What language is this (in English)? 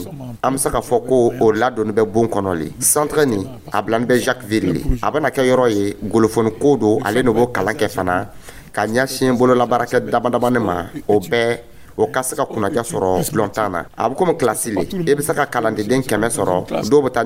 Dyula